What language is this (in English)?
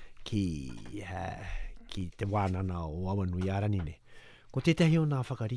Māori